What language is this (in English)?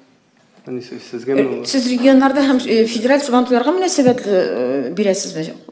Tatar